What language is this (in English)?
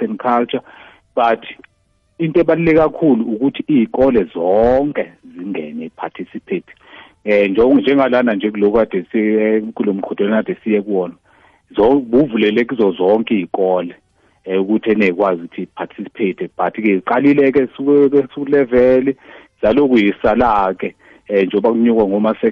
South Ndebele